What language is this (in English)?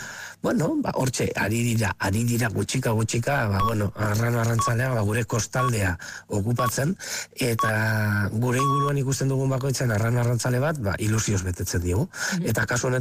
Basque